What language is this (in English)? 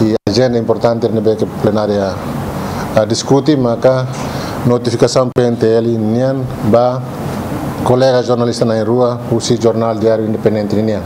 Tetum